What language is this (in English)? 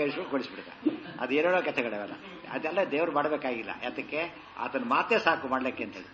Kannada